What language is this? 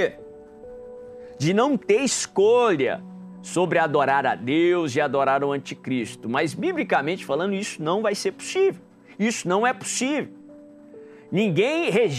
Portuguese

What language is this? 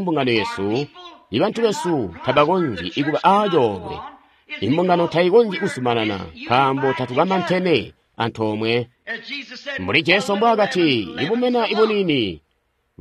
Tonga (Zambia)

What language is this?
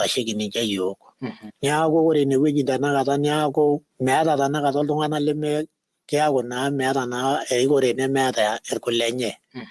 Masai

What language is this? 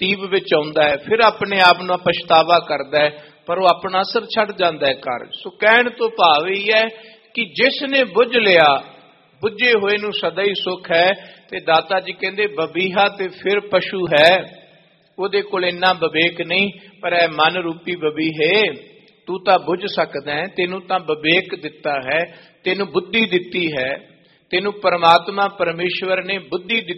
Punjabi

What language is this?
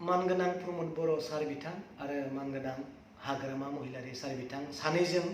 Bodo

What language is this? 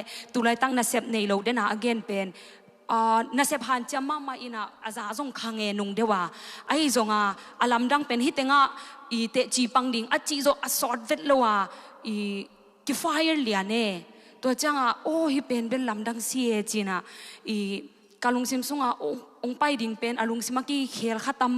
Tedim Chin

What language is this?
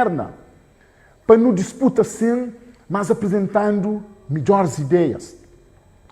Kabuverdianu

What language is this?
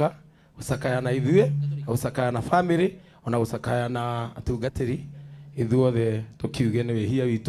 Kikuyu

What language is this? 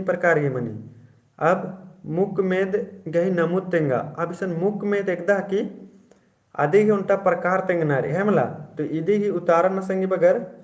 Kurukh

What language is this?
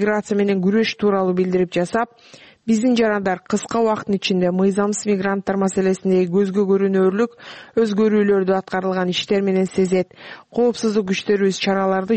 Kyrgyz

